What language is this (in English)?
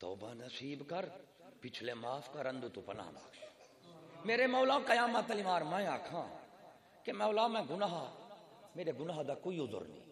Saraiki